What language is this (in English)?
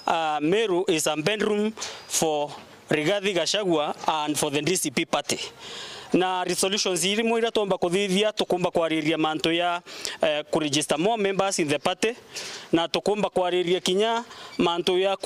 Meru